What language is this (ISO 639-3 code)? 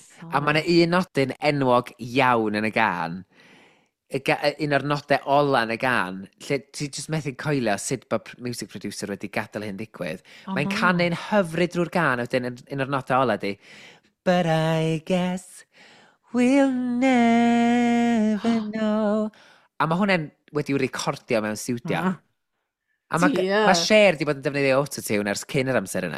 cym